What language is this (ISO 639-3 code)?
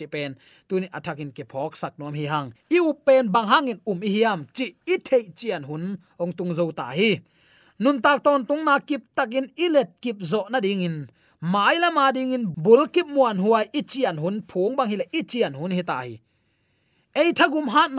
ctd